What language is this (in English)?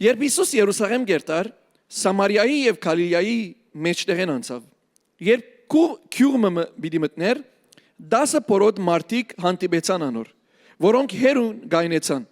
Western Armenian